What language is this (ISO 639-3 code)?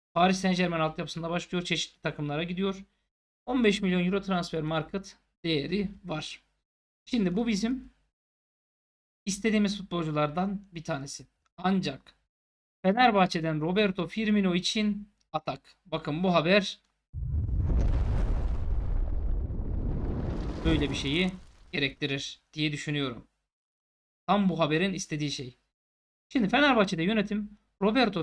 tur